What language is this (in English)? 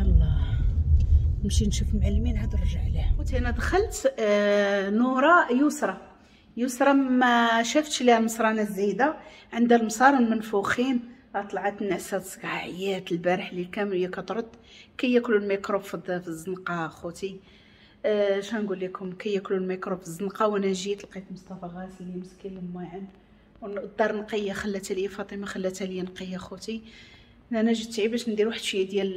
Moroccan Arabic